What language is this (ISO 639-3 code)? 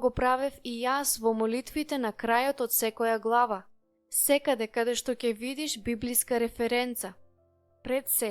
mkd